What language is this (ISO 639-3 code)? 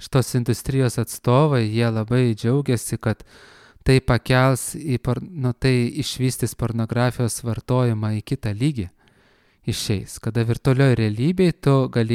lit